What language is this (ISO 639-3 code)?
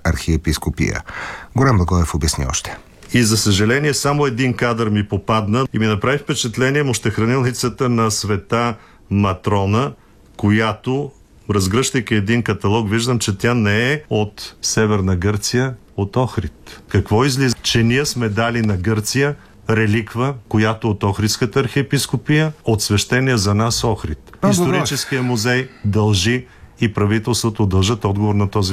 bul